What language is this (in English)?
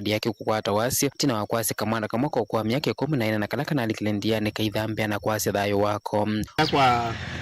Kamba